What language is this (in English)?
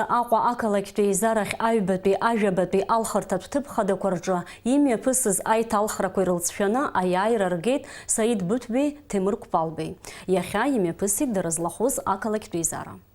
Abkhazian